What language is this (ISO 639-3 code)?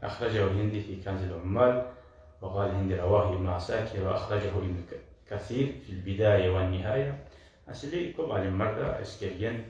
kum